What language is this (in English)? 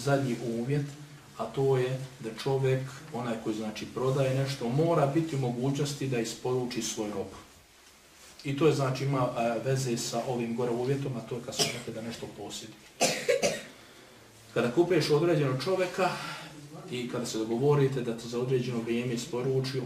Bosnian